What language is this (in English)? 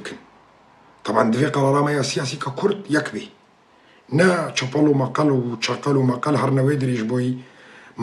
Kurdish